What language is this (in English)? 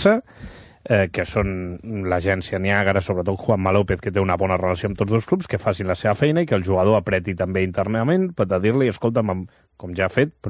Catalan